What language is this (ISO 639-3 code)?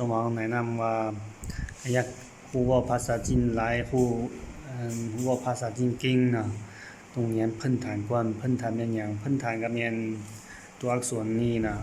lao